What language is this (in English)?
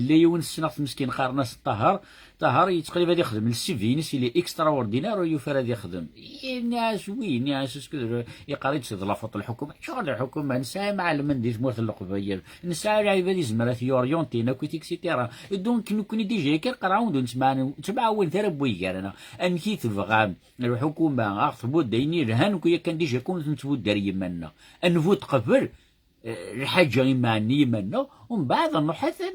Kabyle